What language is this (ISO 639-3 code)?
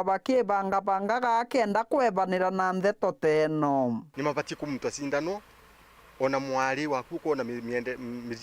mer